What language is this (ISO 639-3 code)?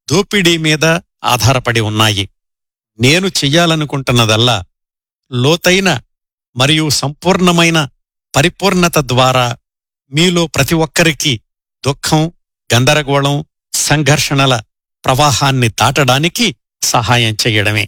tel